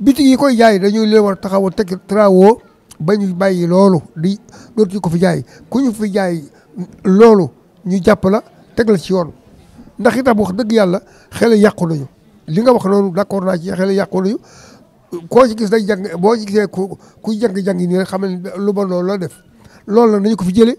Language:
Wolof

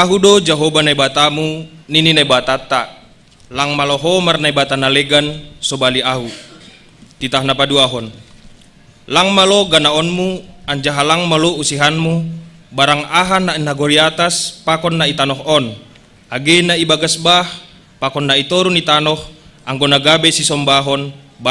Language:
Batak Simalungun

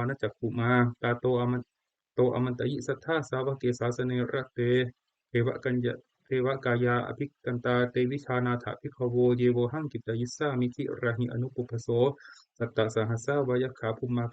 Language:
Pali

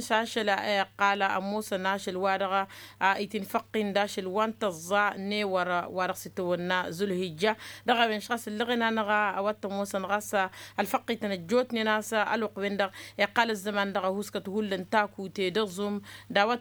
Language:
Tamasheq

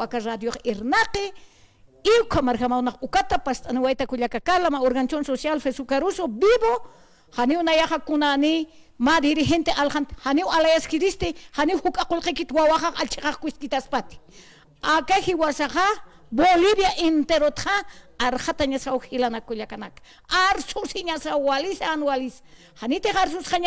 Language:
Aymara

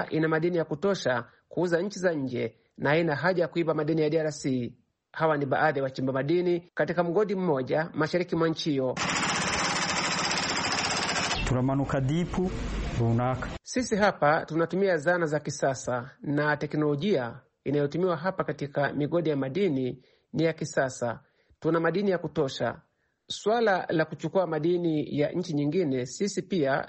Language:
Swahili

